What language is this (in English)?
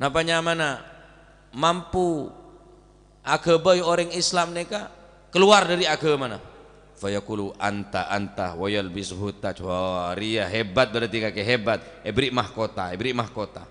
Madurese